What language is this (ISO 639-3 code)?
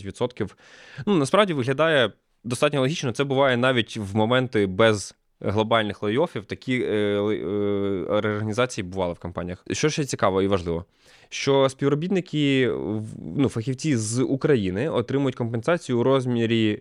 ukr